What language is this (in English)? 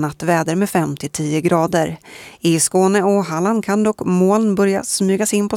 Swedish